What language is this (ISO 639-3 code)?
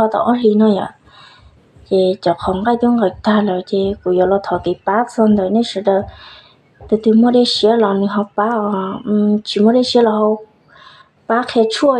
hmn